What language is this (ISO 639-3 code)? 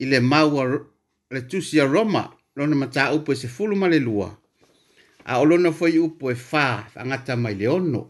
smo